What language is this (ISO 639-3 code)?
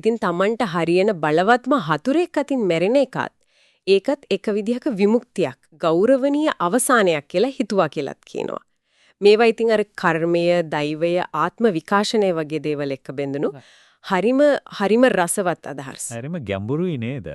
sin